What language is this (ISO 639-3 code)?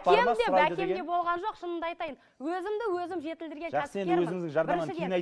kaz